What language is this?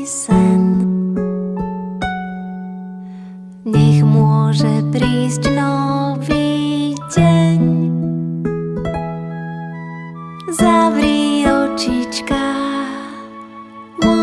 Slovak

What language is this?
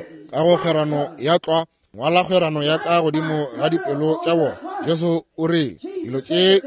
Northern Sotho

